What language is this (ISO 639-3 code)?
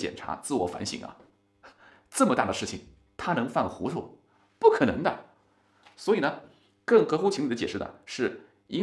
zho